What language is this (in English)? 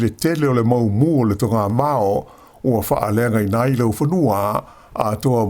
Samoan